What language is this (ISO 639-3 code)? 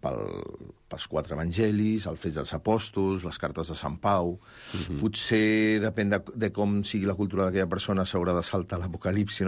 cat